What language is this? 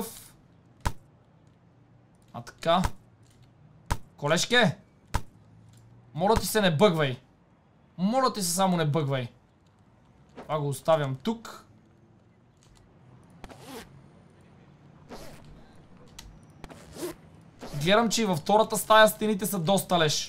Bulgarian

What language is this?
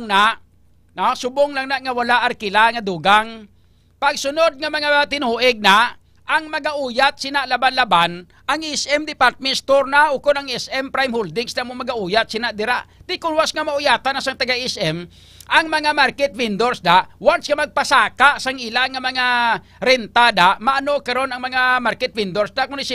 Hiligaynon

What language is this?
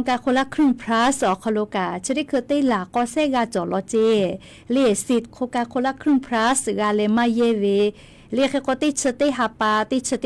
Lahu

